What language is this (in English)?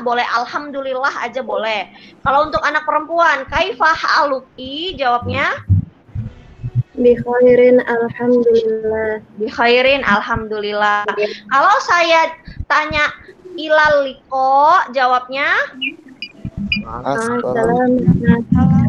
Indonesian